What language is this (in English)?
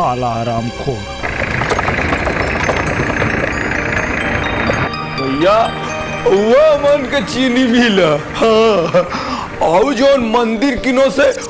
Bhojpuri